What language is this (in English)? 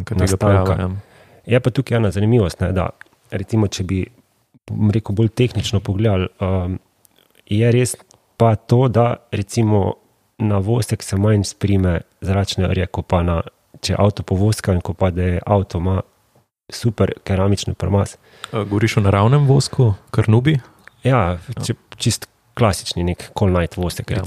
Slovenian